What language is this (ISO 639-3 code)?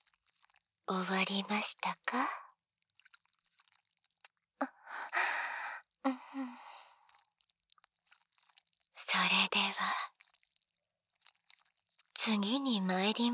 jpn